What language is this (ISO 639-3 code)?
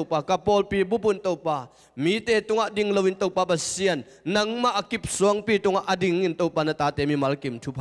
ctd